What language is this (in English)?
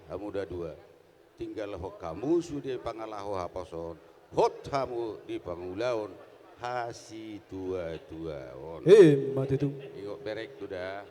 Batak Toba